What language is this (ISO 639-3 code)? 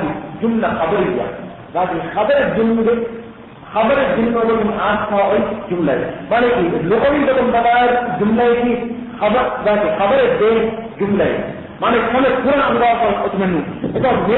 div